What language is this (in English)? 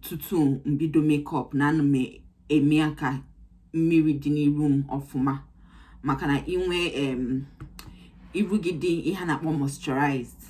Igbo